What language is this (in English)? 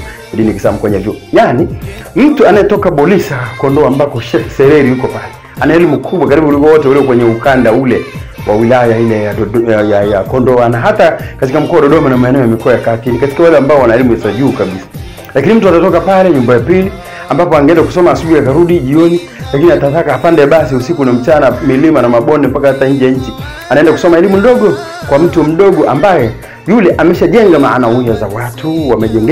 Swahili